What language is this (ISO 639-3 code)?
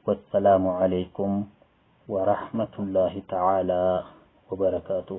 orm